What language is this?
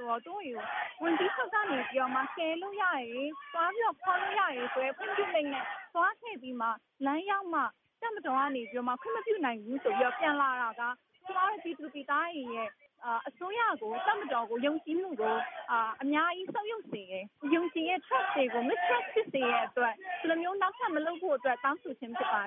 Burmese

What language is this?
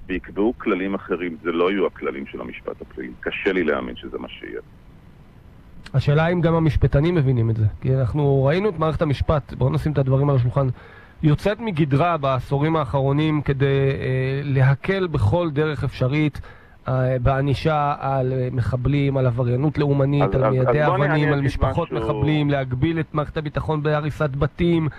Hebrew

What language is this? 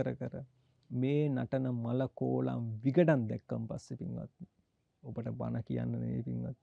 Sinhala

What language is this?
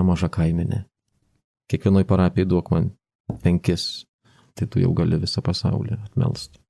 Lithuanian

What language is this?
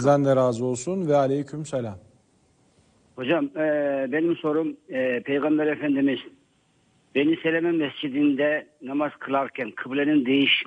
Turkish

